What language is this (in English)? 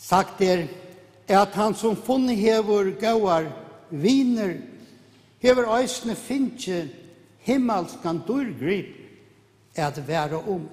Faroese